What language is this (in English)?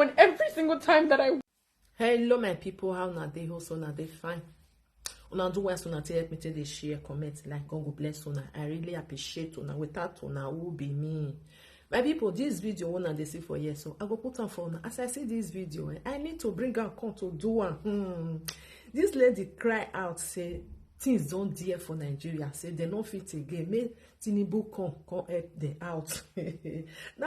Nigerian Pidgin